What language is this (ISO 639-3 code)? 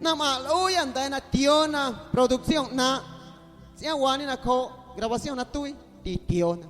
amu